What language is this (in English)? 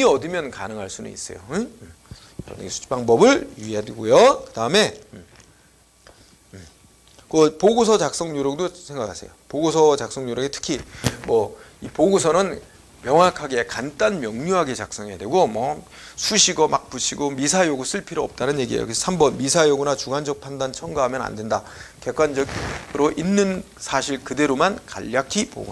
Korean